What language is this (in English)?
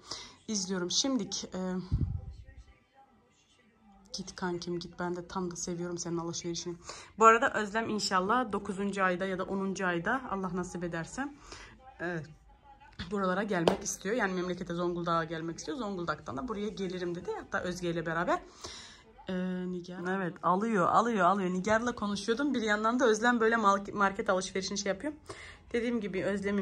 Turkish